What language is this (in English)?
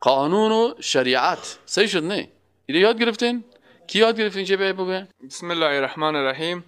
Persian